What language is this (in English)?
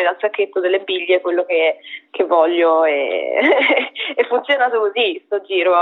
Italian